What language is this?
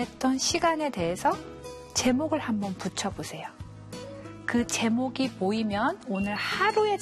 Korean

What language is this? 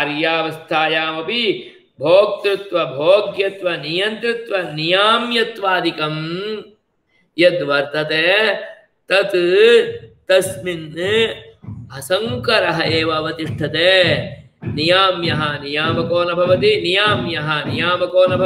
Sanskrit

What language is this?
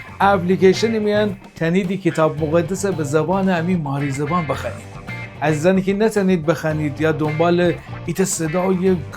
Gilaki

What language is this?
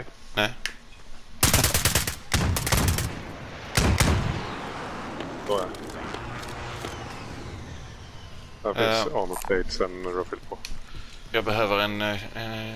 Swedish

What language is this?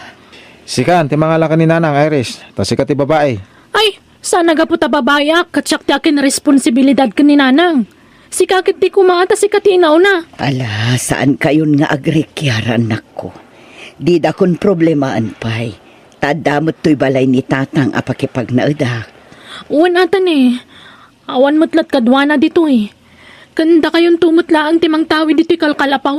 Iloko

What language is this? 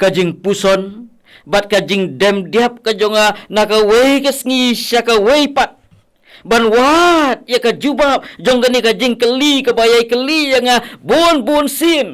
Khasi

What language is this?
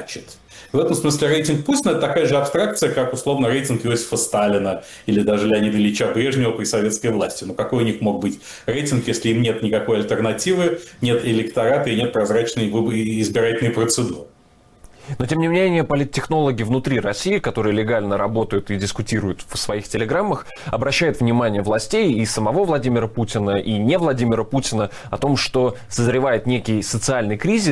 Russian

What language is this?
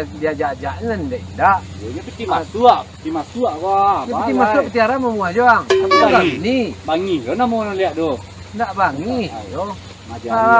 Minangkabau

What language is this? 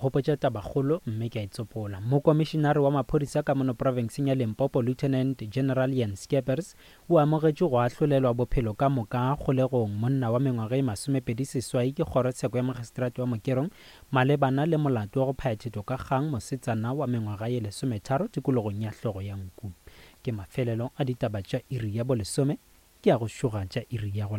Northern Sotho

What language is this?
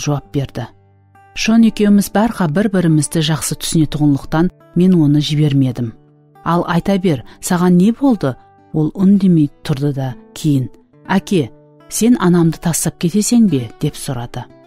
Kara-Kalpak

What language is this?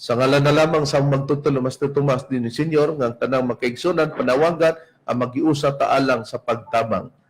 Cebuano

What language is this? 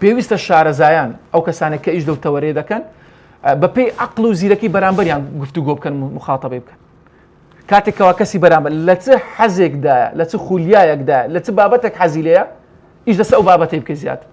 Central Kurdish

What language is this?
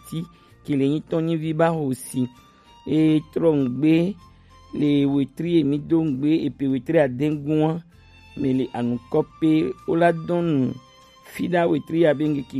Gen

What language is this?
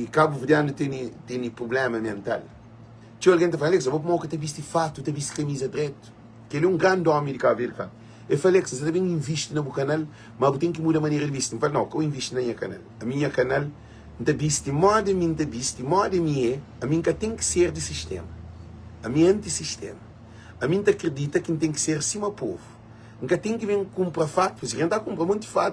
Kabuverdianu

